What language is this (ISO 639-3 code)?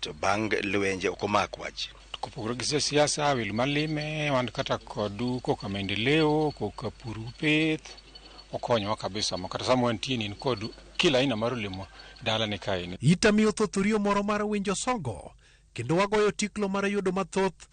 luo